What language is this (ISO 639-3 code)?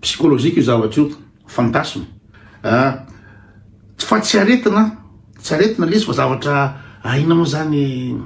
mlg